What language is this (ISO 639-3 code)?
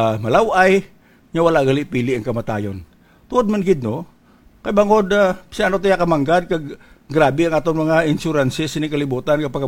hil